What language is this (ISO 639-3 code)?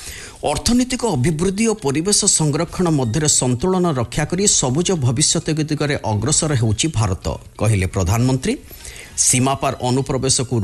ori